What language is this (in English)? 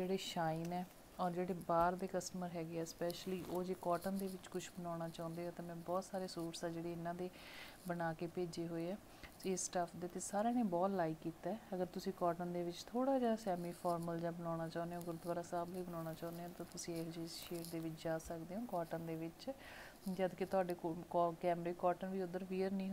Punjabi